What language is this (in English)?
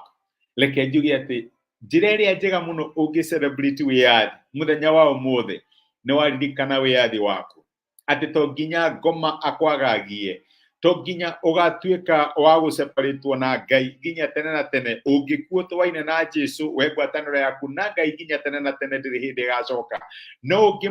Kikuyu